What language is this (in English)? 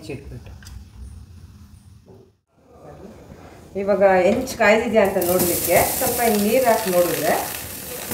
Kannada